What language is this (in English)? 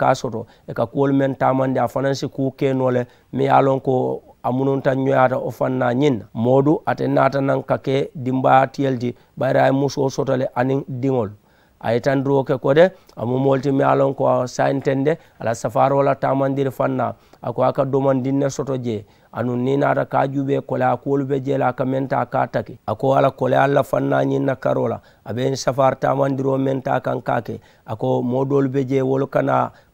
Mandingo